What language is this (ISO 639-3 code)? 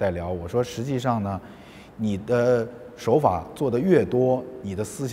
zho